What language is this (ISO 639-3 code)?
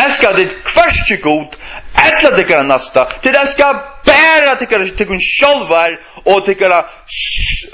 fao